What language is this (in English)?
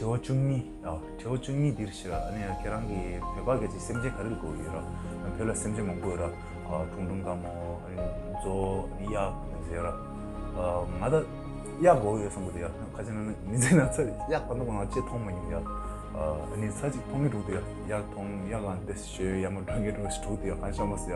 Tibetan